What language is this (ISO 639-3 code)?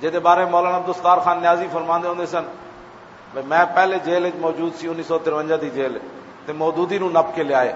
lah